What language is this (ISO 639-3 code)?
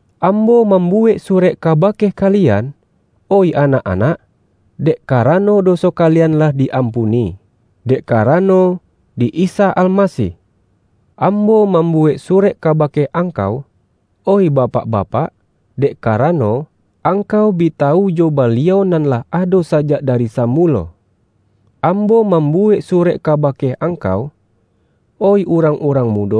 min